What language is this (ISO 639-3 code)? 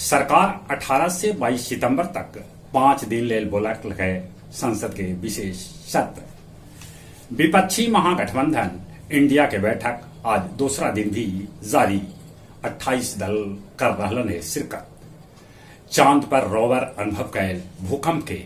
mag